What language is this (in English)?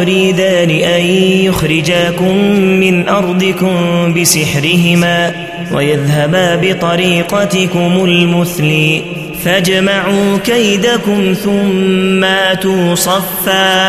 Arabic